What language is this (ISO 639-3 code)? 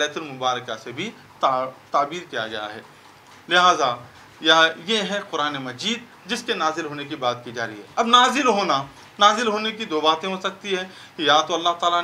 urd